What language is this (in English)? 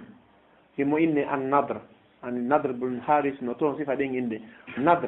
Fula